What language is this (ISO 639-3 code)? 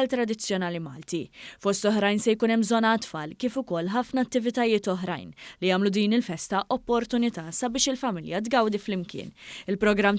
mlt